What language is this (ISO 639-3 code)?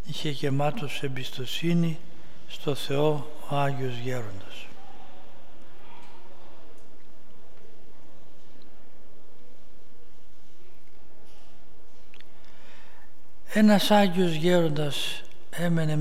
ell